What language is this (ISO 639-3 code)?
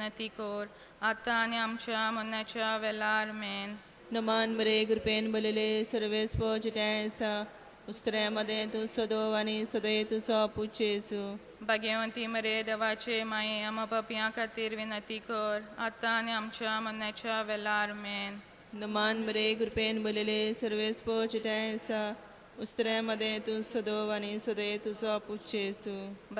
kok